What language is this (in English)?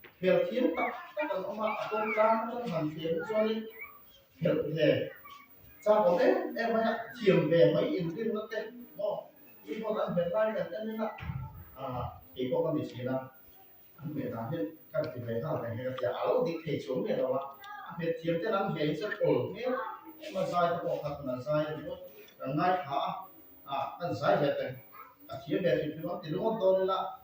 Mizo